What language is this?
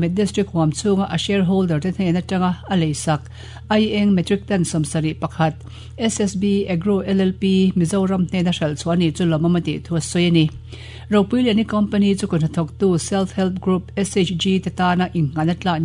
Mizo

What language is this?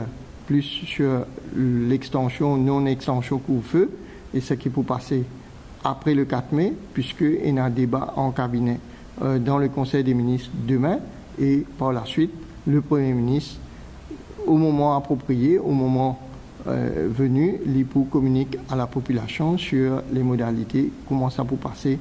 Morisyen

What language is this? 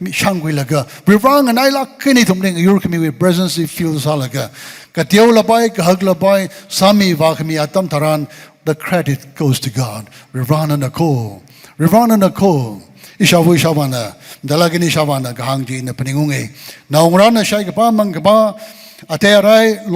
Tangkhul Naga (India)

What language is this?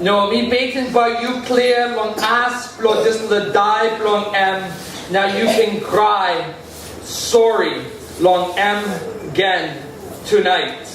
Tok Pisin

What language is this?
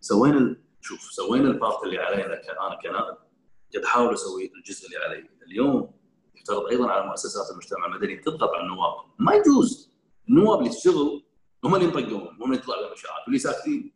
Gulf Arabic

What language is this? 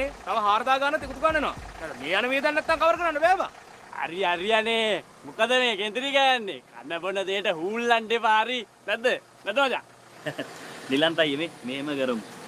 Sinhala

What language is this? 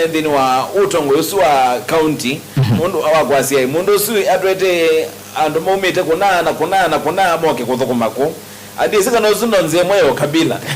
Kamba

